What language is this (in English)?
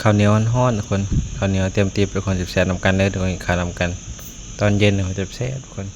Northeastern Thai